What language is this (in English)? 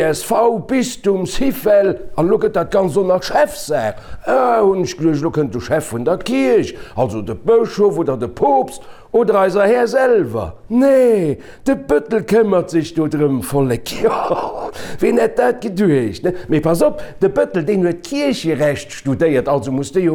Luxembourgish